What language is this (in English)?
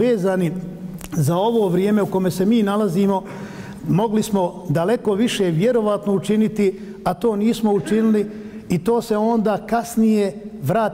Bosnian